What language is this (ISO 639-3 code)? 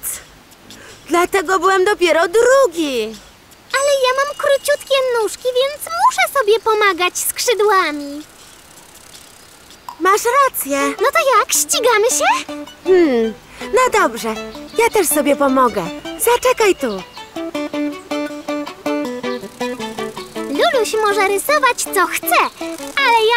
pol